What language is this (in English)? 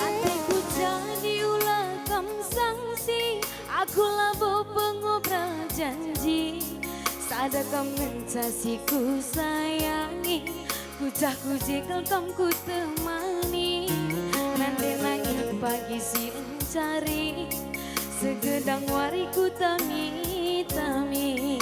Batak Karo